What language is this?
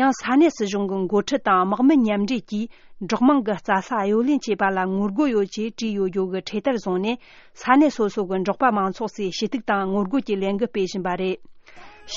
Tibetan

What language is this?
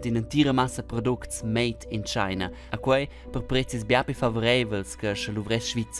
Romansh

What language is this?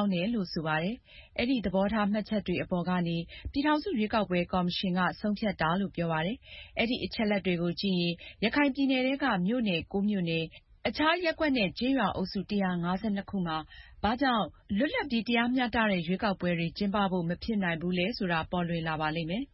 Burmese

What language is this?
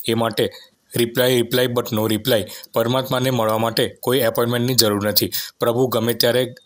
Gujarati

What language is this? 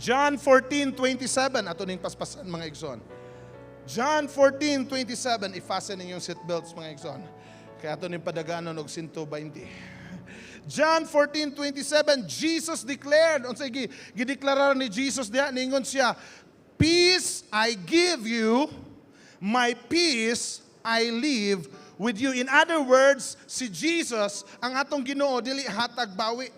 Cebuano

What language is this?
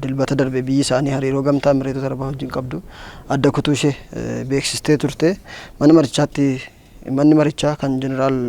Oromo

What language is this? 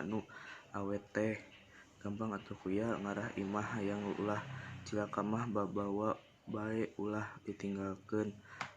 Sundanese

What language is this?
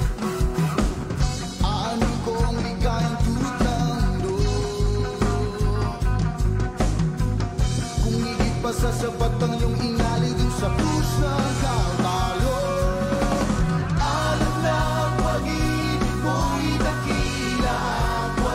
Filipino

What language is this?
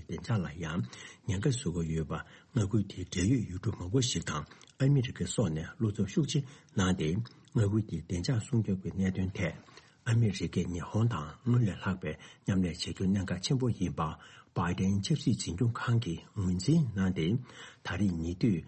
Tibetan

